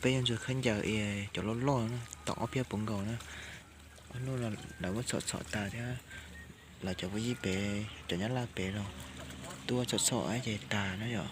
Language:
Hmong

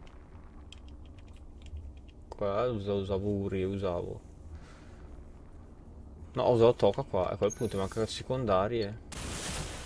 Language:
Italian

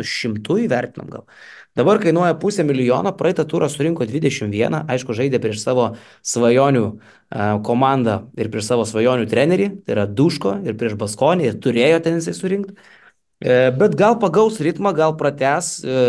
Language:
Lithuanian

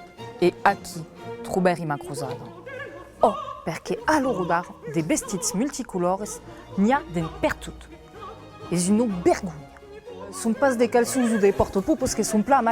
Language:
Occitan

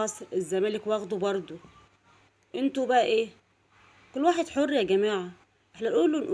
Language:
Egyptian Arabic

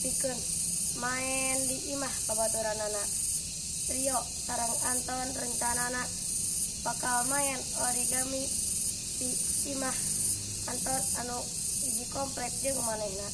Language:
Sundanese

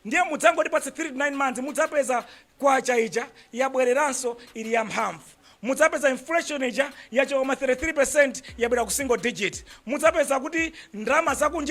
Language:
Nyanja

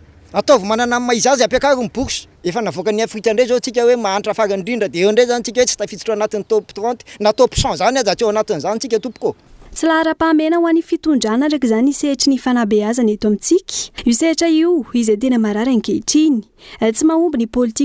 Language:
Malagasy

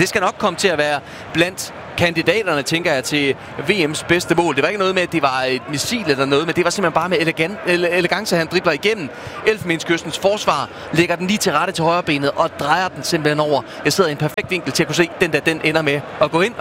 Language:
Danish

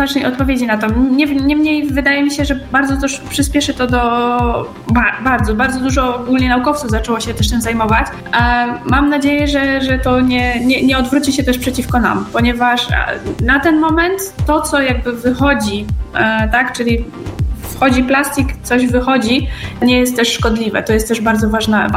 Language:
Polish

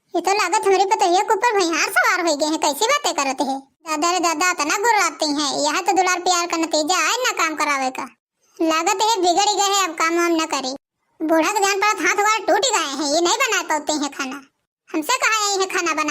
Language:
Awadhi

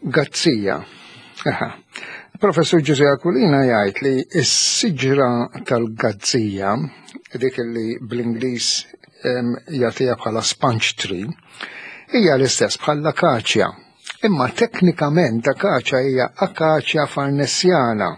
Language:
Maltese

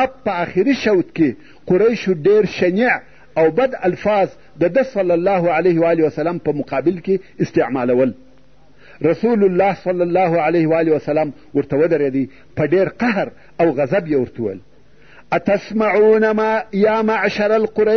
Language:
Pashto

